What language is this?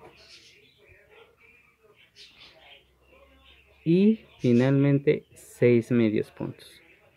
Spanish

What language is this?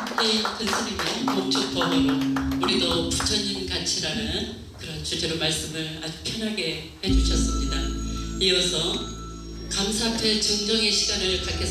Korean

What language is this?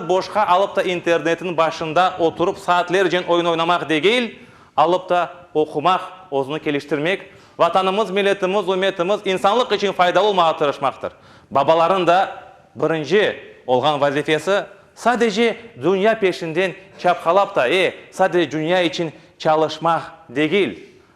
Crimean Tatar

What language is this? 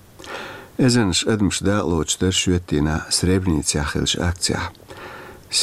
Chechen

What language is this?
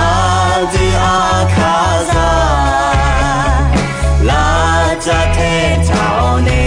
Akha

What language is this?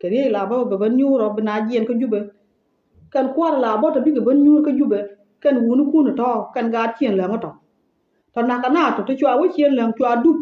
Nuer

